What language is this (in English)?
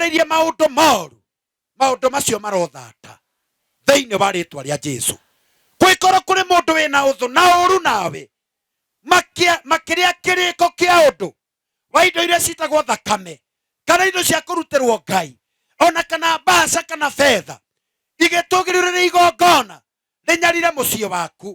Kikuyu